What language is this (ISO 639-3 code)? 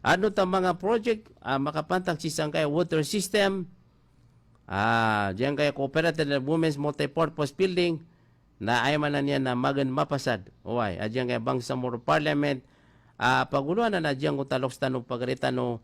mrw